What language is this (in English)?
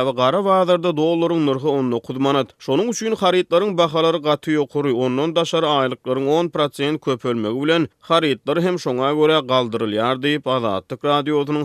Turkmen